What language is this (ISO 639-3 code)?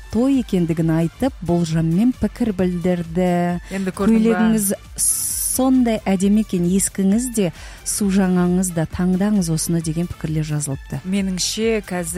kaz